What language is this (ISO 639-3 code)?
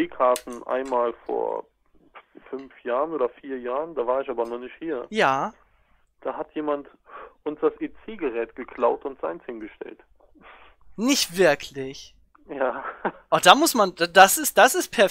deu